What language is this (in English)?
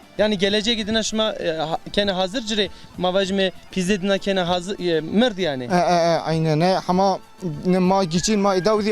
Zaza